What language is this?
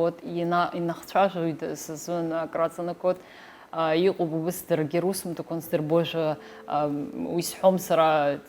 Abkhazian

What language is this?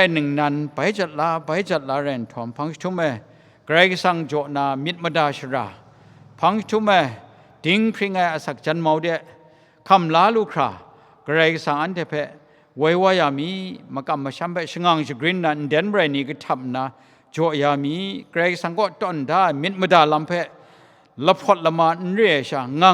Kachin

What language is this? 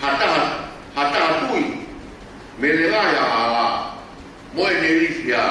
Tongan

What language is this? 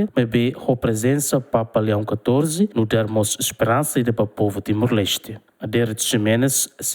Tetum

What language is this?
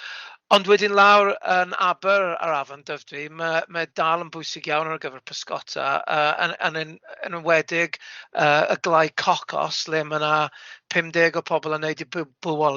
Welsh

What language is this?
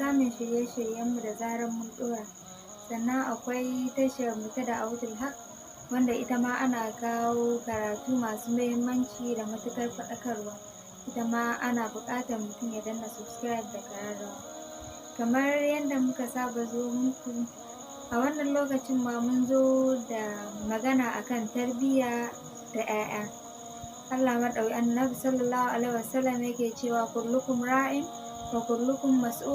Hausa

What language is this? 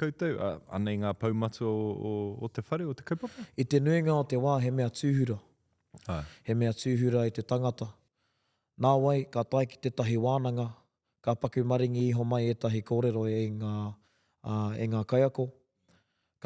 Māori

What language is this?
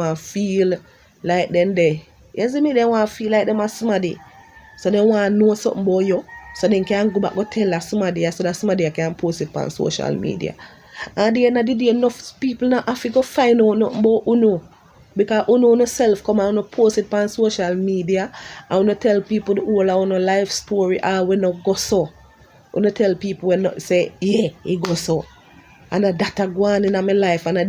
Jamaican Creole English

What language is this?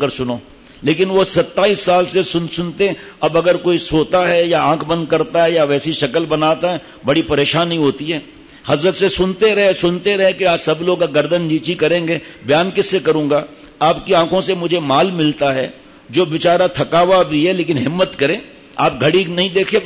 Urdu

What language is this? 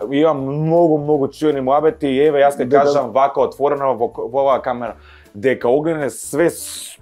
Macedonian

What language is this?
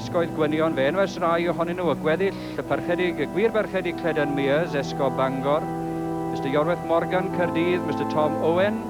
Welsh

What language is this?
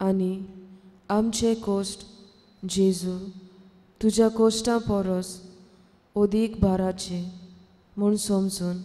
Konkani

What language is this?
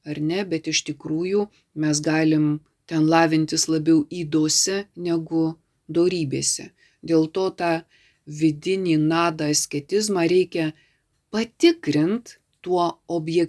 Lithuanian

